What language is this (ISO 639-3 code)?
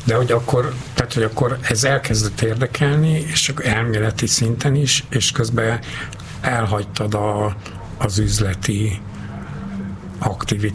hun